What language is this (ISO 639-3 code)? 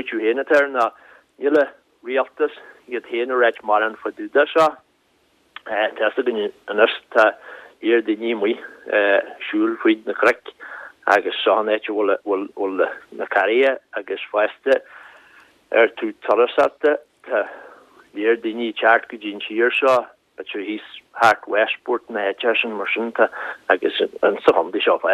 gle